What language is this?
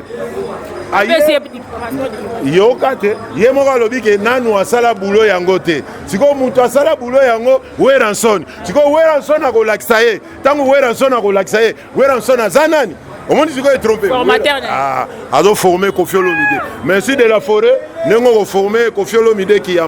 Lingala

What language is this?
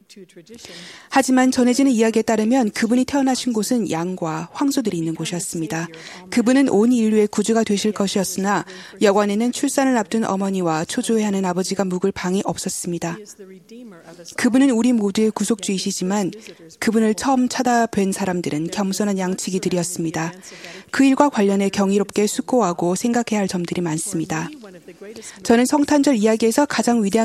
Korean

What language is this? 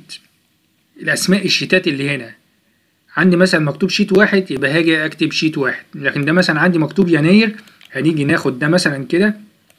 Egyptian Arabic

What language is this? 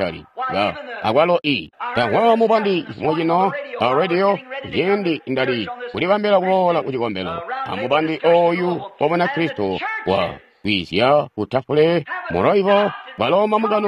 Tonga (Zambia)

